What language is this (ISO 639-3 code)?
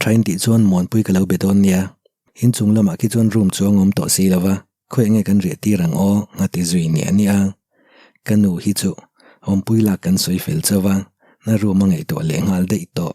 lus